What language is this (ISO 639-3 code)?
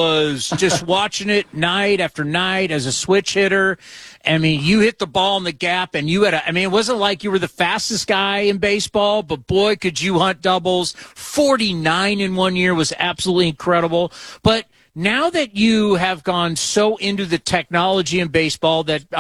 eng